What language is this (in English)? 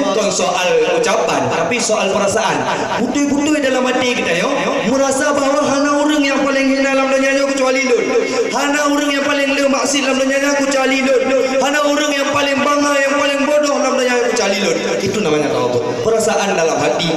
Achinese